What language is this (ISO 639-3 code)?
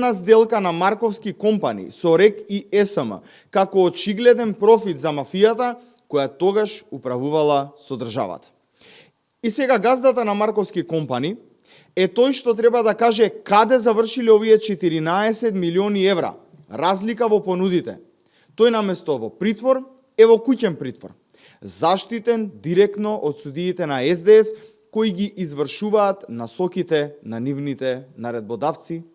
mkd